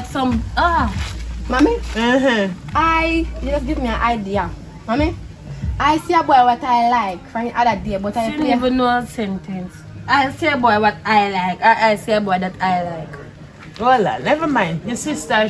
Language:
Jamaican Creole English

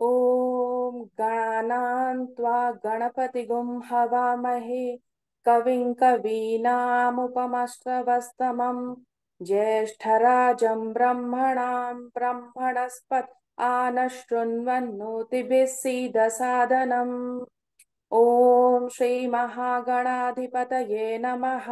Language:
Sanskrit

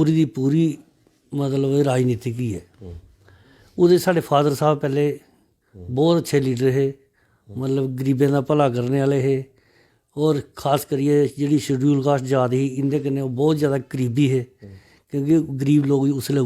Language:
Dogri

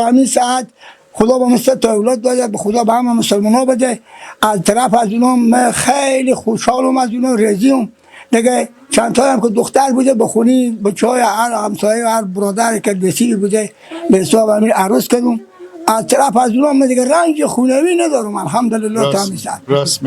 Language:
Persian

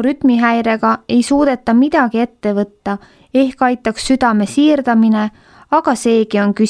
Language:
Estonian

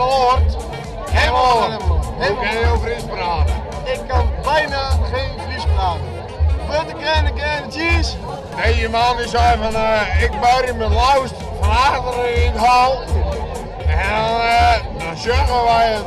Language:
Western Frisian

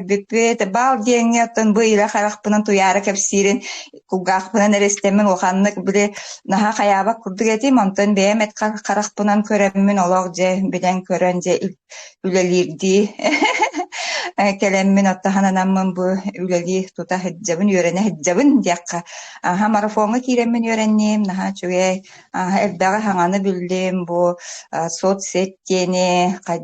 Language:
Yakut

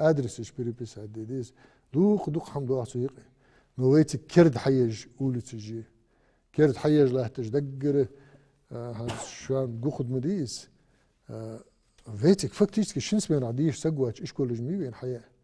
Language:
Ingush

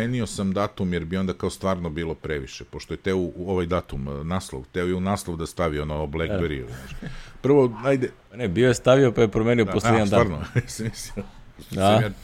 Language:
Serbian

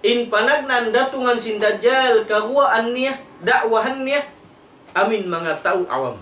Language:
Tausug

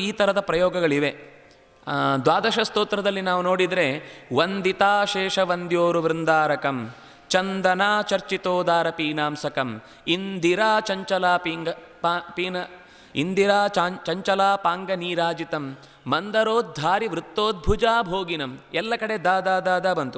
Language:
Kannada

